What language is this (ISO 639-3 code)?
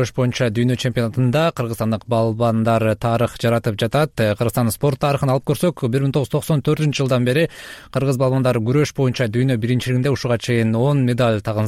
kir